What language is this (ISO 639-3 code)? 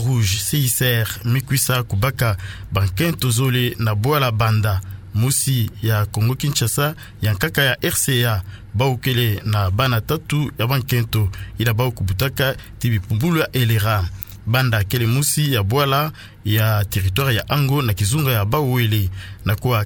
ktu